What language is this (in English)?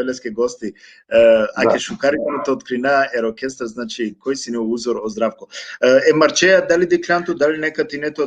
Balkan Romani